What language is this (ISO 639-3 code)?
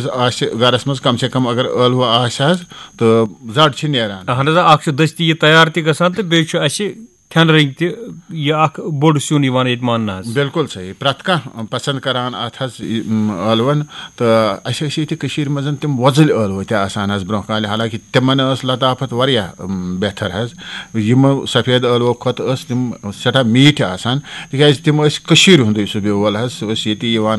kas